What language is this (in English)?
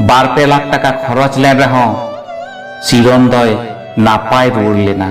Santali